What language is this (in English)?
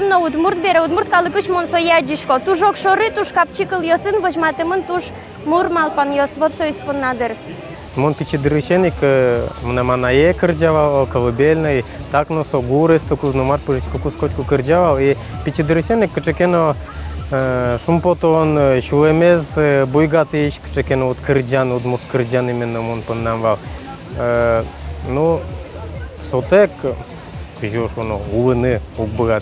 Udmurt